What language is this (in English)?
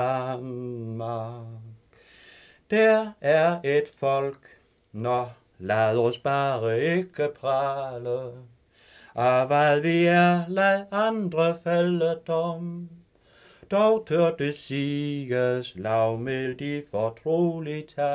Danish